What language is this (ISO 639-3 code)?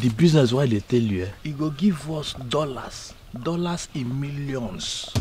pcm